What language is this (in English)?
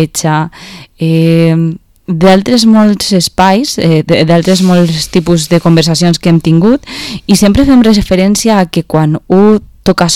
Catalan